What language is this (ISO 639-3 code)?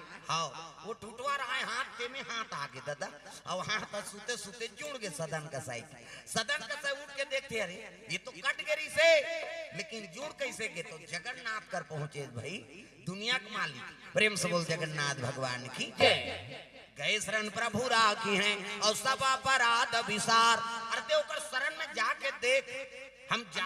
hne